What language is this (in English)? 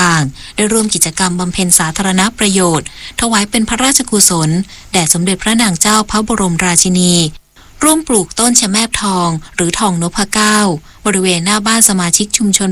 Thai